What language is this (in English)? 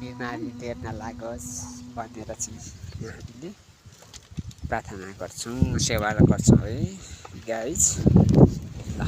Nepali